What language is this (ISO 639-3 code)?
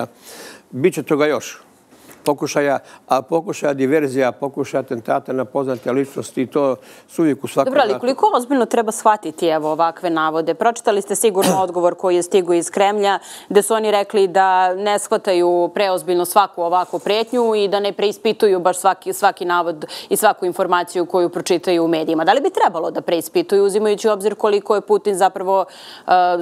srp